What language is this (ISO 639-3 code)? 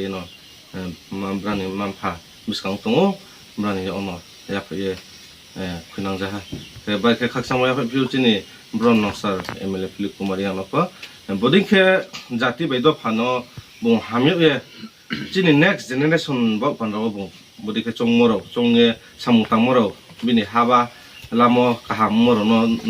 ria